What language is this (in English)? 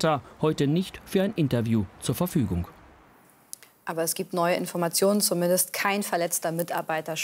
German